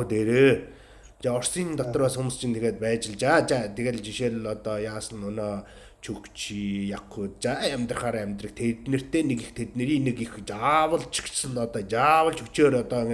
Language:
Mongolian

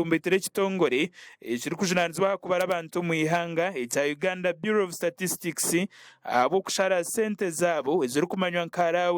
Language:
Nyankole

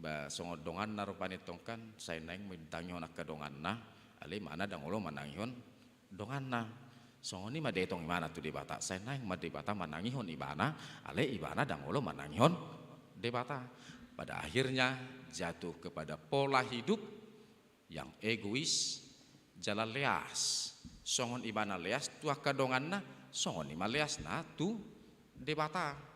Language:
Batak Toba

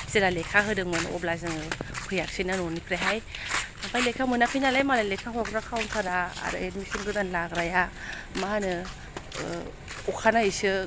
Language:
Bodo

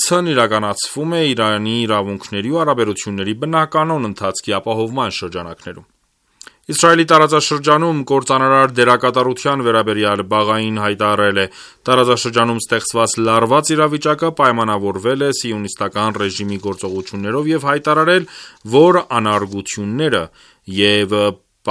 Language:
Armenian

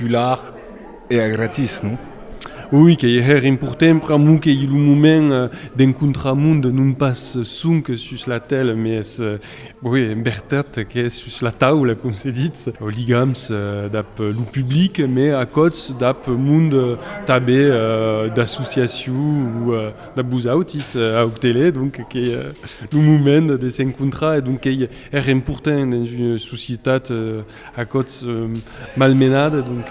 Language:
Occitan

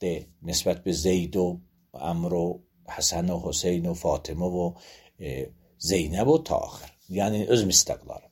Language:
Azerbaijani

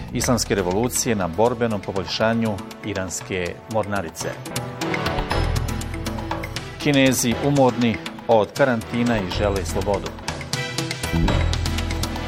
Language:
Bosnian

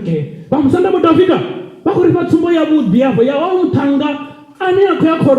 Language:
Venda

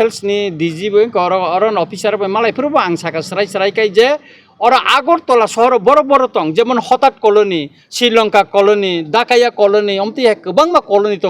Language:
Kok Borok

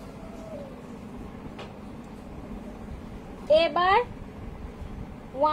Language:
Bangla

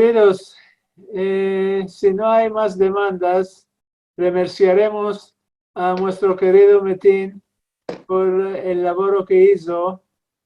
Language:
Ladino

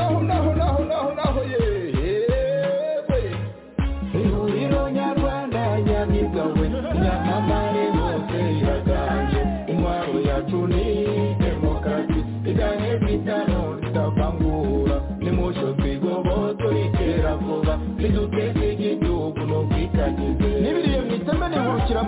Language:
Kinyarwanda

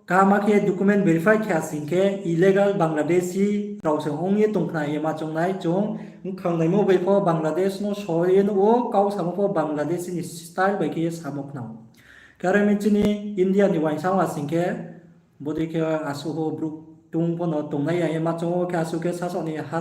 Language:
Riang (India)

